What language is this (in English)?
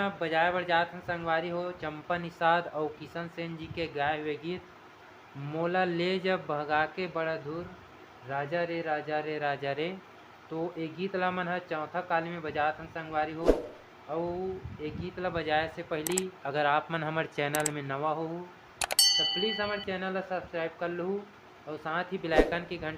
Chhattisgarhi